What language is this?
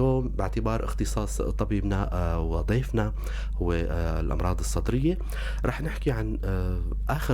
North Levantine Arabic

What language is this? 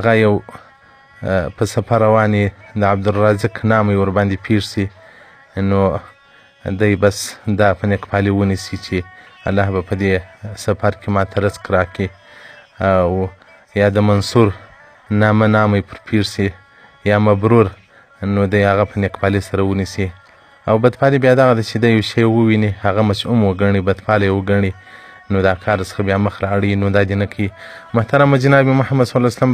Pashto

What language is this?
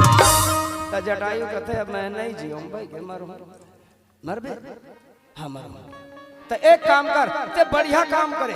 Chhattisgarhi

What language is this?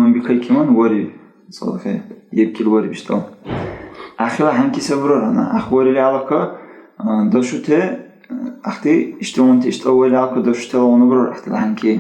Dargwa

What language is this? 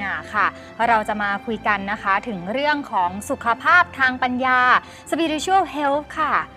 Thai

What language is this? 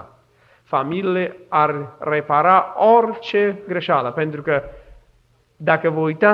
Romanian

